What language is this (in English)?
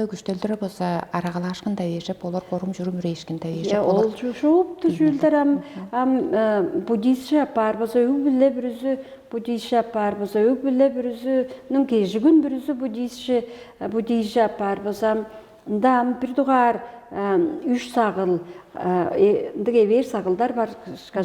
Tuvinian